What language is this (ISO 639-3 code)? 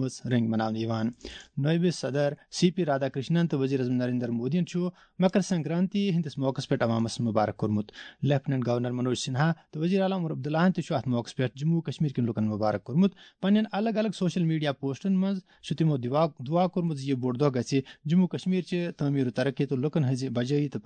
kas